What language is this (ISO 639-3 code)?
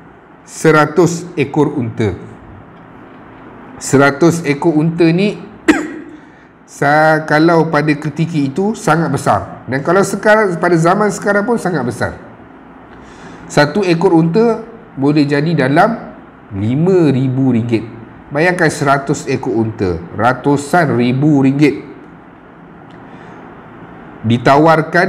msa